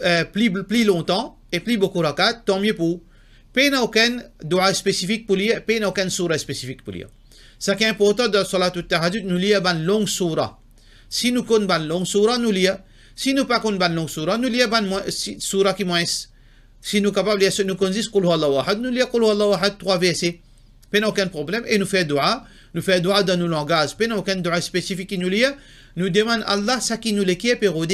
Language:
Morisyen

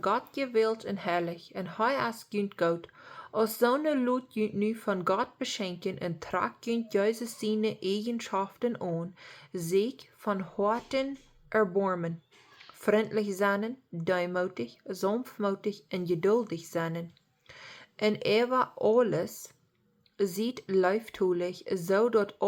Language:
Plautdietsch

